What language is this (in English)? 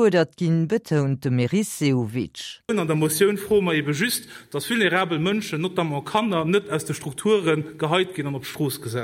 Luxembourgish